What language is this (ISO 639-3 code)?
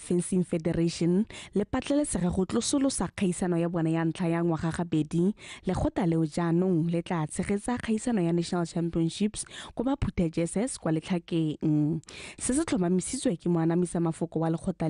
tsn